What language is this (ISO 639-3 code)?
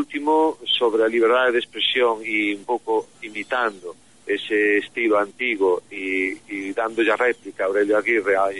glg